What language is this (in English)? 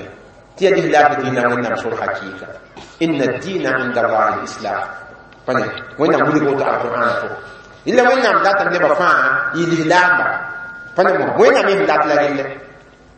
Mossi